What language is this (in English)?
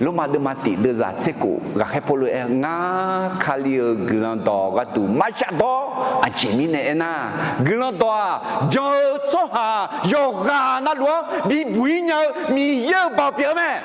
Akha